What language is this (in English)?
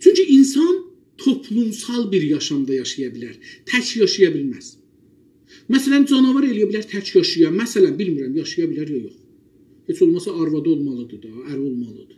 South Azerbaijani